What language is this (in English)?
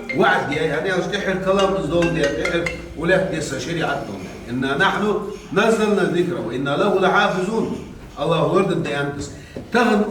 Ingush